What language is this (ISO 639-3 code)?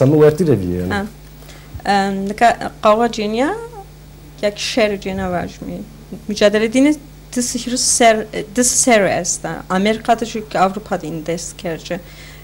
zza